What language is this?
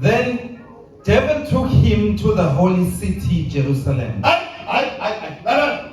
Zulu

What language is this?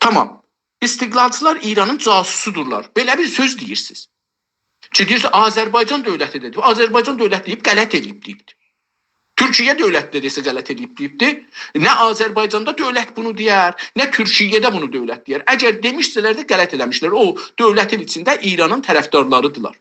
South Azerbaijani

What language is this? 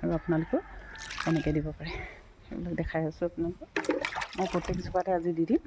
Assamese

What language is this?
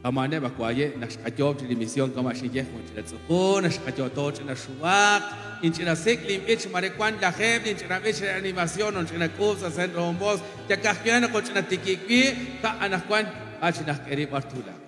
Kekchí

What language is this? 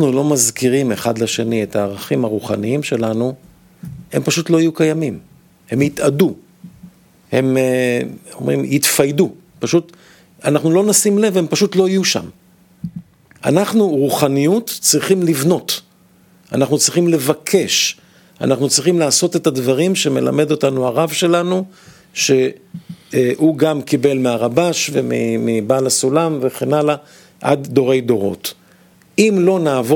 Hebrew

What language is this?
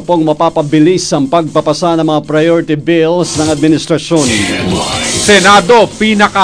Filipino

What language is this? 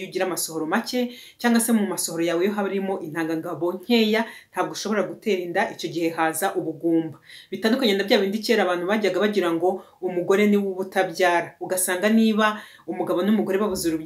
Kinyarwanda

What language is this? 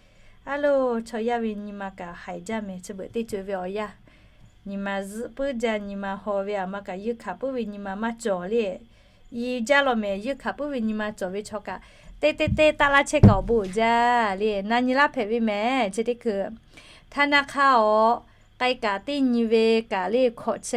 Lahu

